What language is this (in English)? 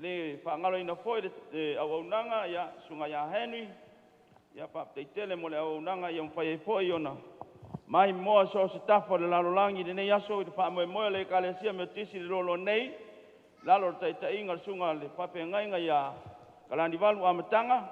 Samoan